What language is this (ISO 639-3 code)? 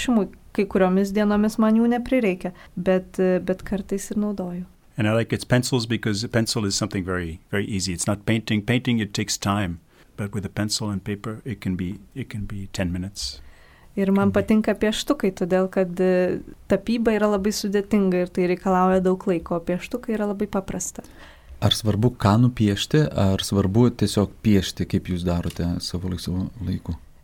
lit